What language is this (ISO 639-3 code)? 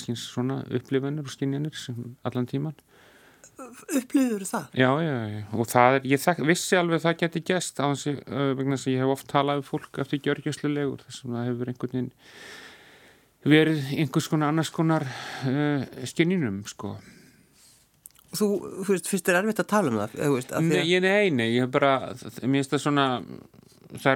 isl